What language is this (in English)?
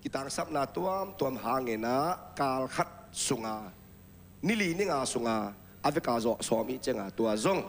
Tedim Chin